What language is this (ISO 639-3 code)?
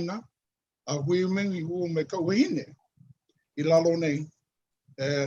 haw